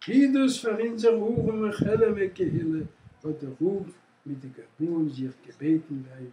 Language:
Yiddish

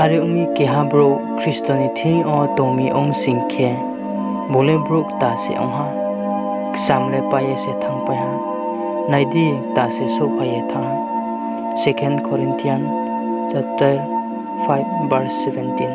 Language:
Riang (India)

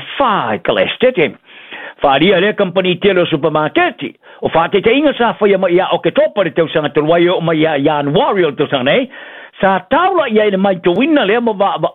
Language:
Samoan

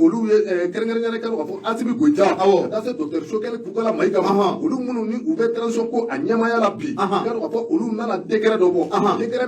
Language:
Bambara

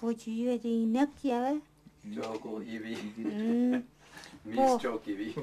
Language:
Tuvinian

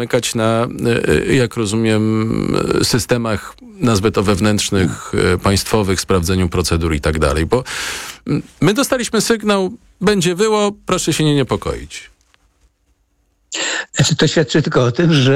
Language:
Polish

